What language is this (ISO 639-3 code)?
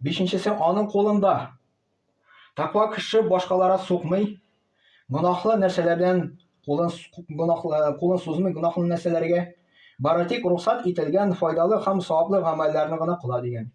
tat